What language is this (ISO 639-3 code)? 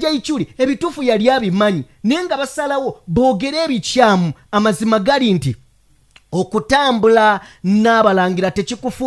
lug